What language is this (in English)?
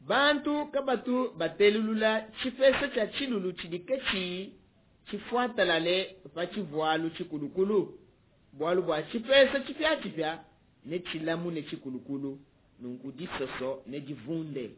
Luba-Lulua